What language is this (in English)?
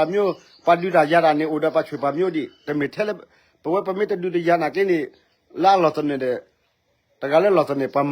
S'gaw Karen